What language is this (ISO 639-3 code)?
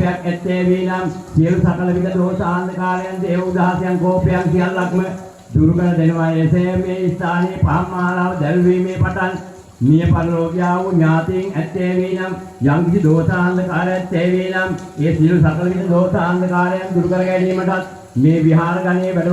sin